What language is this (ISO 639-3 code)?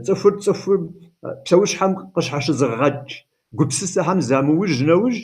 kbd